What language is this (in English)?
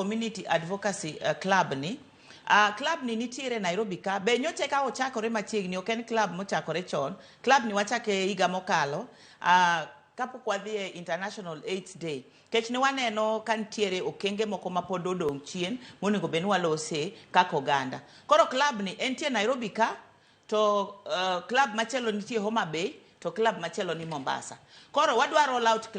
Luo (Kenya and Tanzania)